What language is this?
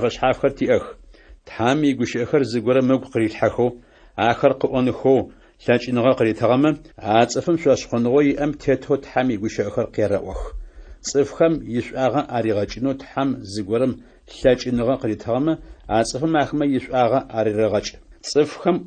Adyghe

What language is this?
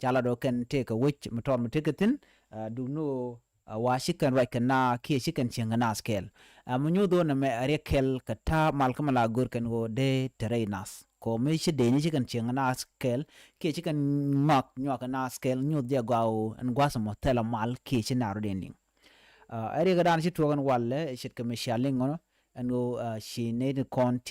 Nuer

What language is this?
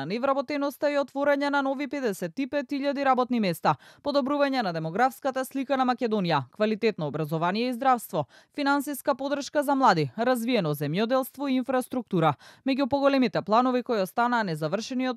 Macedonian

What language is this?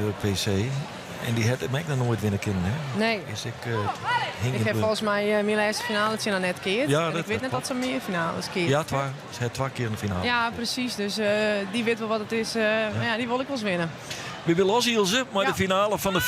Western Frisian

